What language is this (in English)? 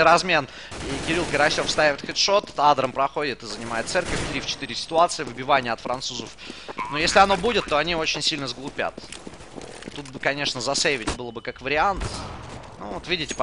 Russian